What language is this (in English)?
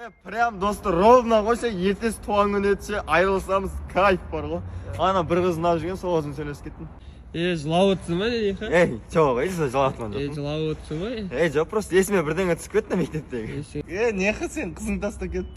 Kazakh